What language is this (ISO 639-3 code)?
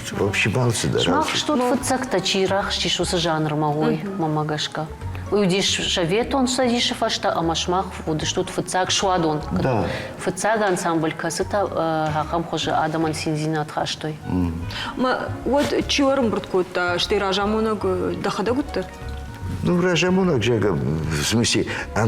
oss